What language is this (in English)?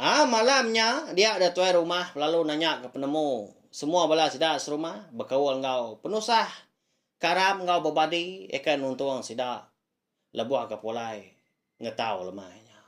Iban